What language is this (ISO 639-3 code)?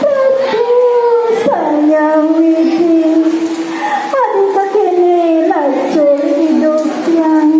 ban